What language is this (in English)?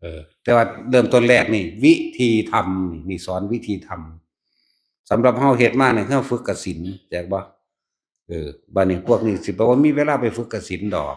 Northeastern Thai